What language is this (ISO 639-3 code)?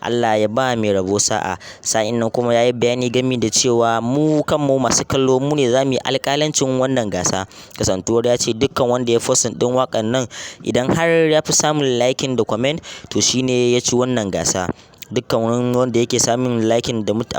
hau